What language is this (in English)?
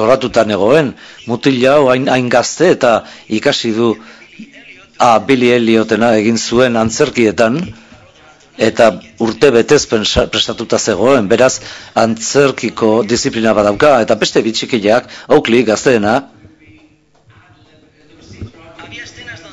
Basque